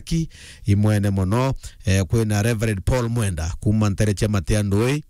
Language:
Meru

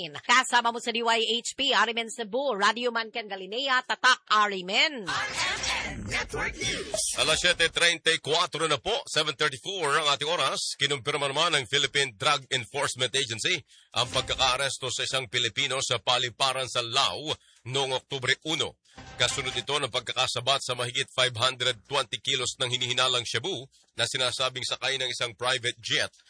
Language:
Filipino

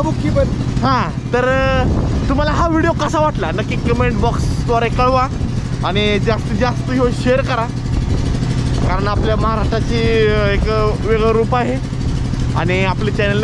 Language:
Marathi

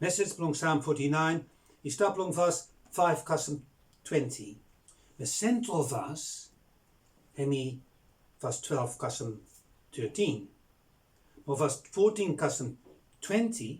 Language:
Bislama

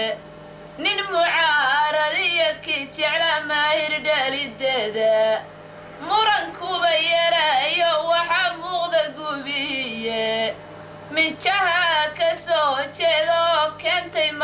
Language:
Somali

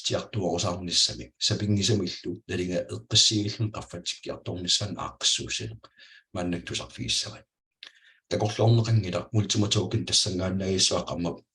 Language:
Kalaallisut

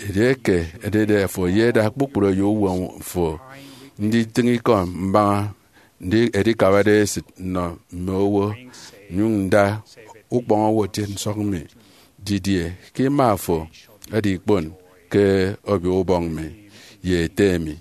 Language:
Efik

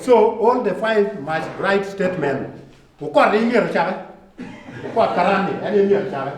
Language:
Acoli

